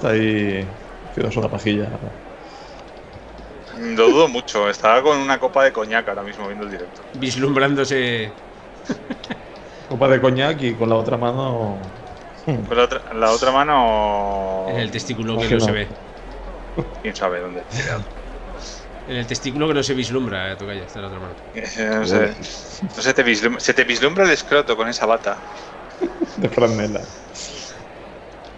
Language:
Spanish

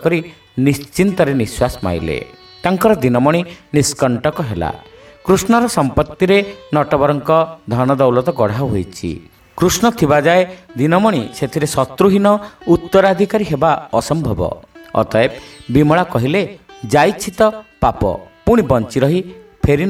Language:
Odia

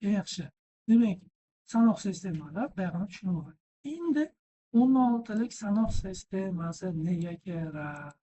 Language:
Uzbek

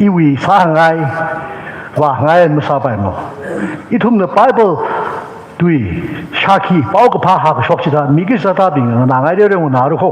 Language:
Tangkhul Naga (India)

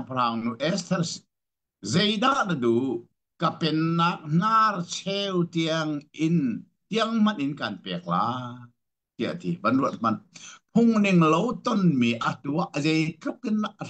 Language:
Hakha Chin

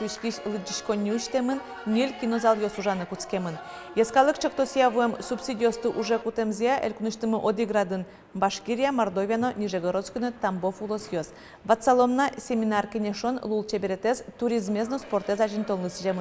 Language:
Udmurt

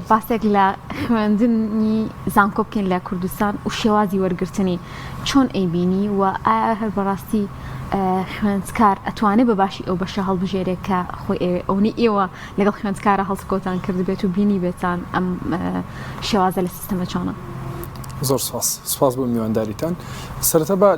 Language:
Central Kurdish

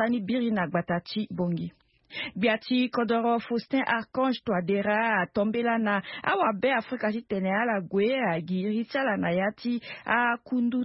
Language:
Sango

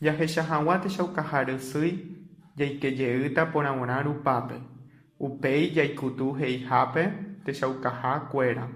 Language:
Guarani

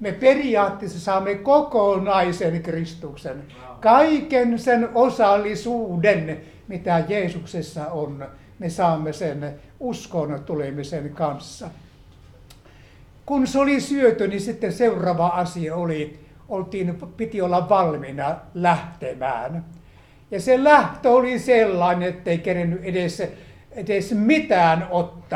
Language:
Finnish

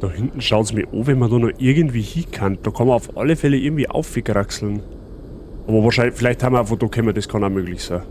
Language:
Bavarian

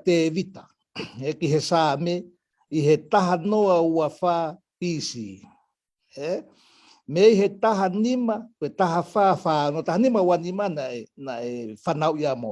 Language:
Tongan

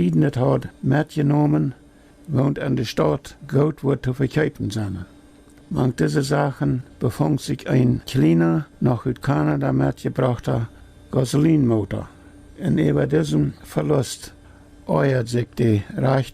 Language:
Plautdietsch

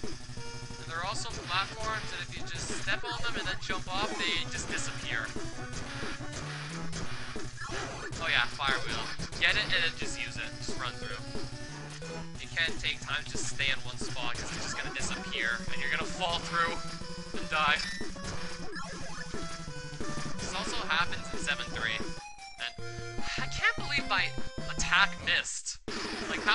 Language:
English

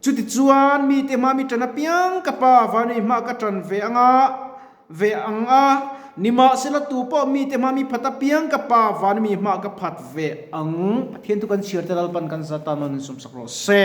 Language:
Mizo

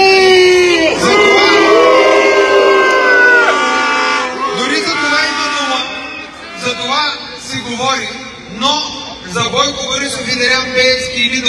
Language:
Bulgarian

